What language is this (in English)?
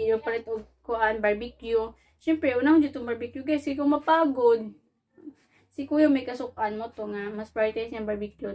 Cebuano